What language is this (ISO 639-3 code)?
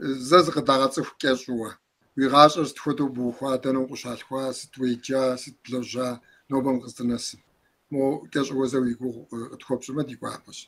kbd